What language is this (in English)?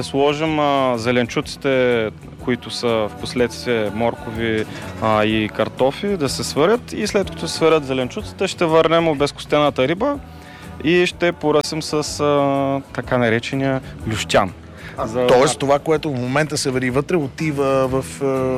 Bulgarian